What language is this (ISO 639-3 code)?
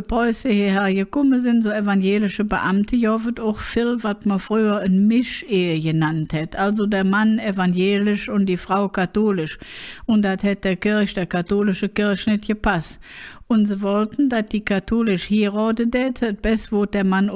ksh